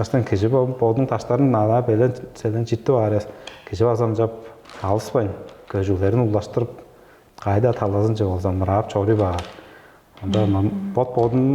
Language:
Tuvinian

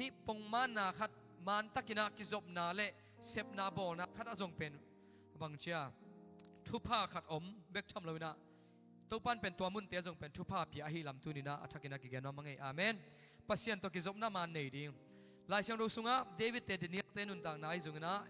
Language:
Tedim Chin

